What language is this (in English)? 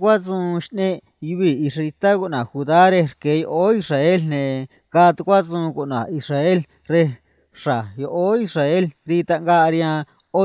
Copala Triqui